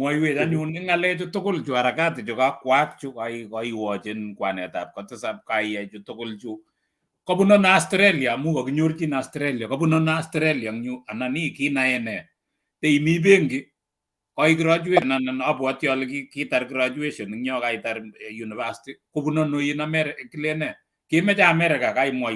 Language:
Kalenjin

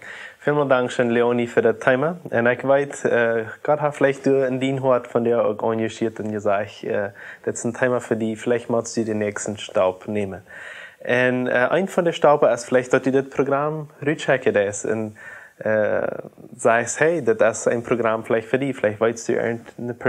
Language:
Plautdietsch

